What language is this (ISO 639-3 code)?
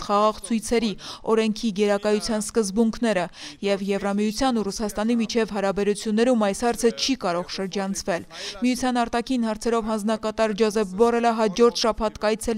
hye